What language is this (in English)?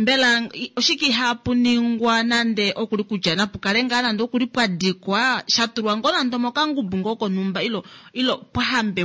Kuanyama